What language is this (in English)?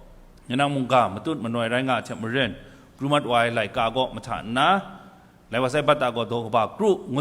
Kachin